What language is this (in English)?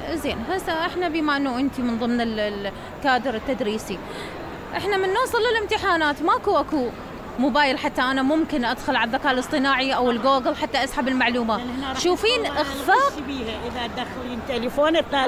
Mesopotamian Arabic